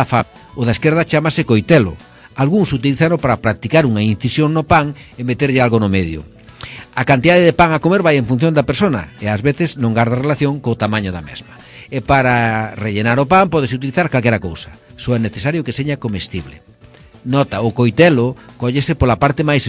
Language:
Galician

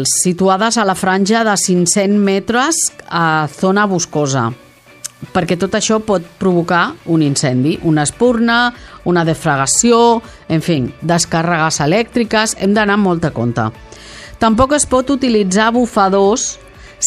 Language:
Catalan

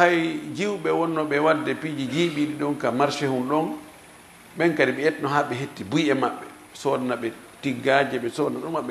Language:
Fula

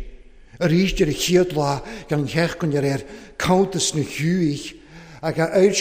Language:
Welsh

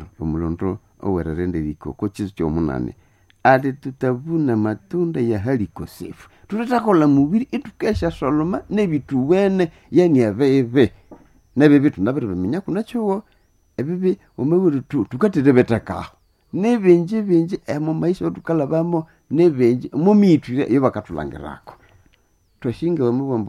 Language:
Nande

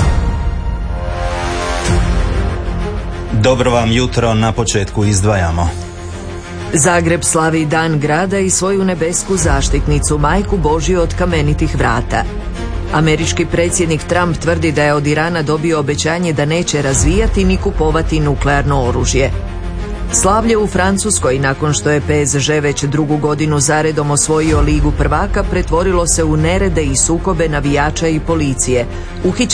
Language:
Croatian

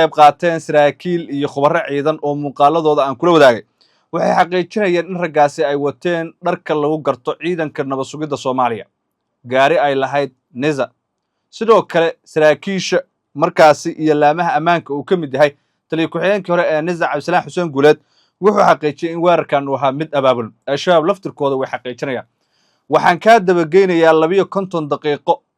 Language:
Somali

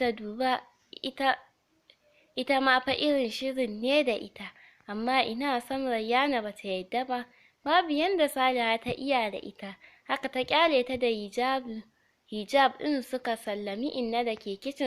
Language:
Hausa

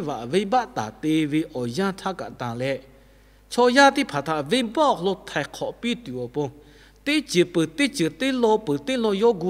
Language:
Lahu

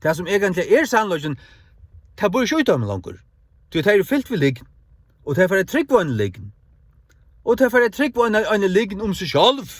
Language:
Faroese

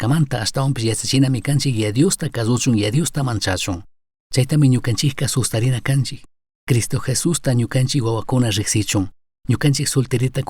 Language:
Chimborazo Highland Quichua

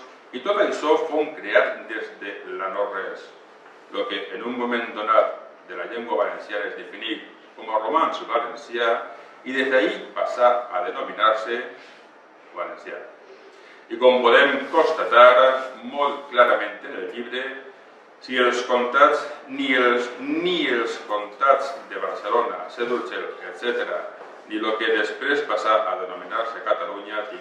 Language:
Catalan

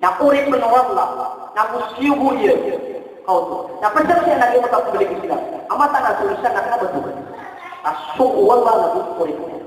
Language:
Maranao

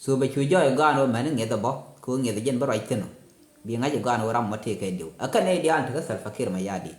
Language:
Nuer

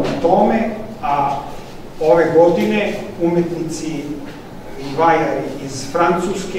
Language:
Serbian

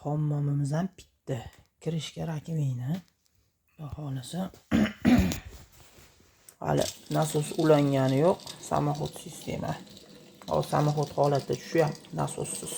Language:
Uzbek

